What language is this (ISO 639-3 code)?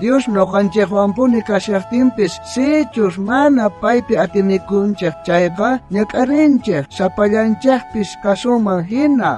quh